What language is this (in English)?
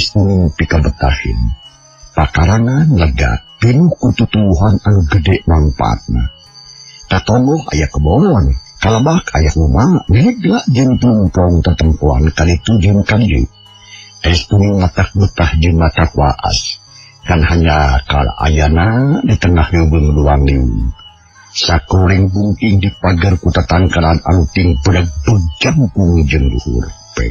Sundanese